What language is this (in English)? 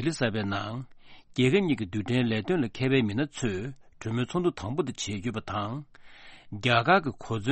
Tibetan